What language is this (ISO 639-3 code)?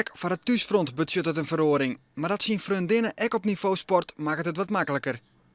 fry